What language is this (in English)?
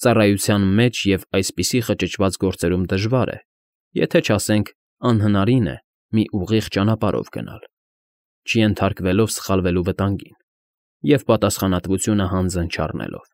Armenian